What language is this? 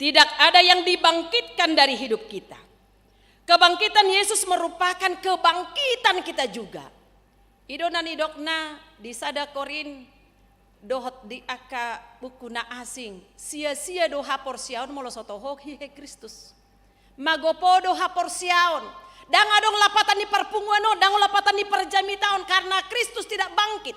Batak Toba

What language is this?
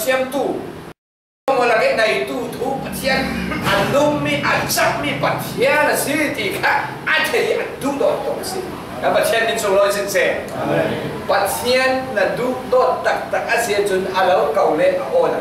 Falam Chin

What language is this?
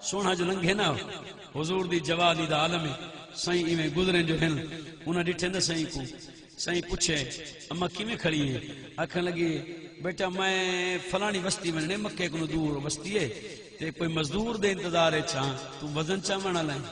Saraiki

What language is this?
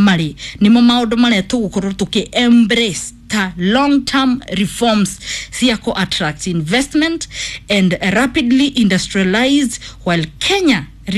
Kikuyu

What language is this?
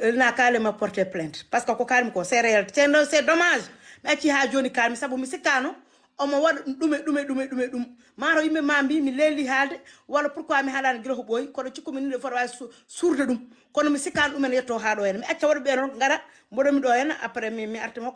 Fula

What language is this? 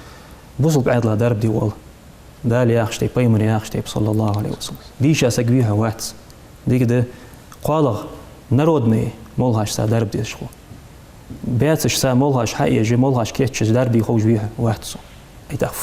Ingush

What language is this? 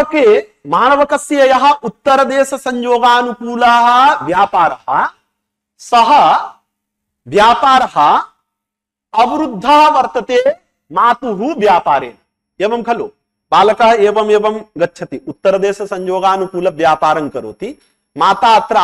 Sanskrit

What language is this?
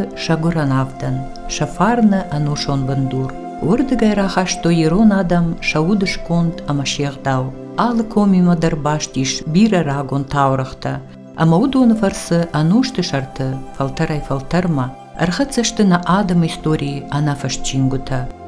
Ossetic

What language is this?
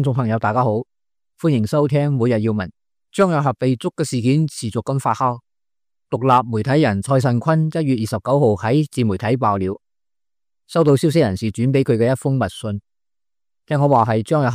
Cantonese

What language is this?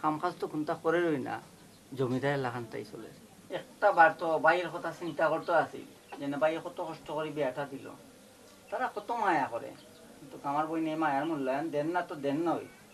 Sylheti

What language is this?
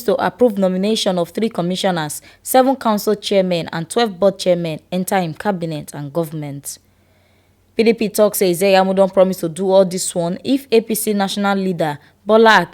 Nigerian Pidgin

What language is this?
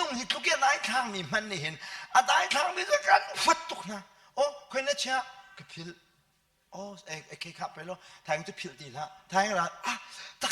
Hakha Chin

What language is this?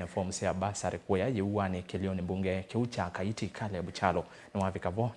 Kamba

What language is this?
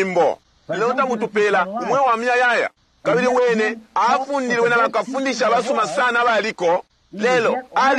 Bemba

